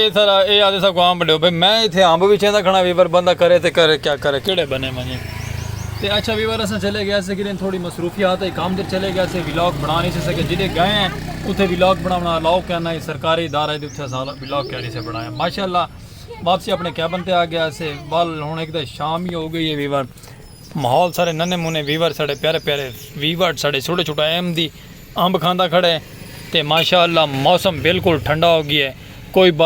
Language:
Saraiki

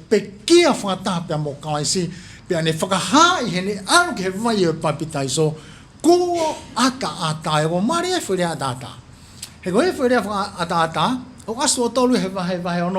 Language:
Tongan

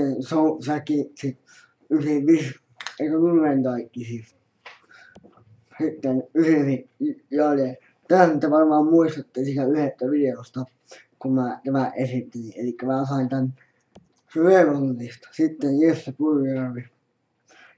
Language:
Finnish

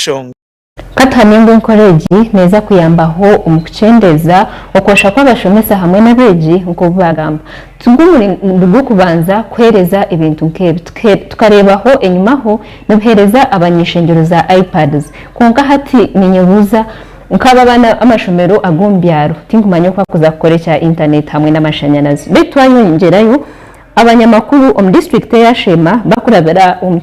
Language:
Nyankole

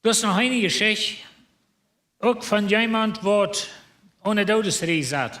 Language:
Plautdietsch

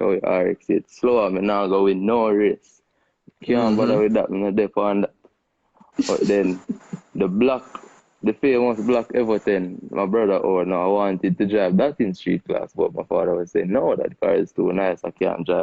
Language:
Jamaican Creole English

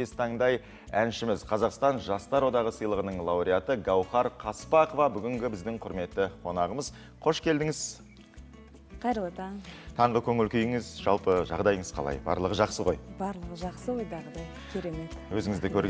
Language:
Kazakh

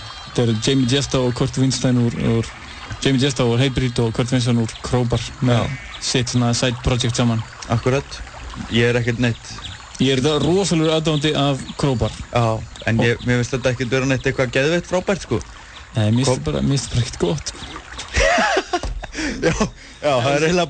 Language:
Icelandic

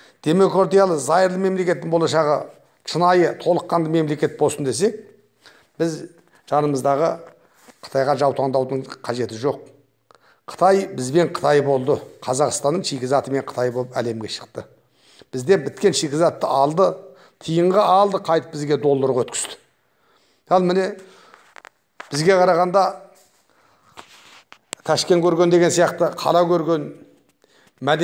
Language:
Kazakh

